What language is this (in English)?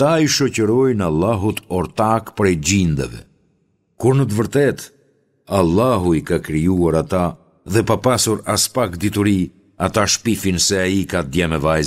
Albanian